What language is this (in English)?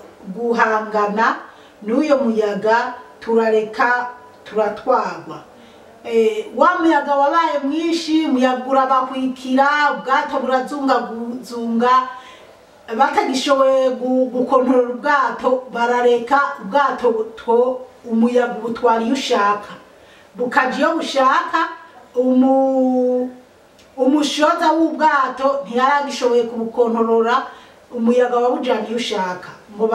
Rundi